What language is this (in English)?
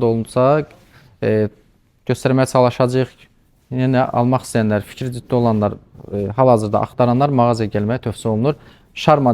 Azerbaijani